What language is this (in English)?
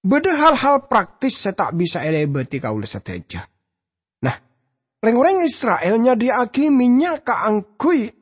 Madurese